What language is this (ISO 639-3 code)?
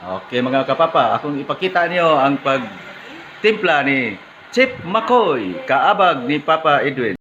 ceb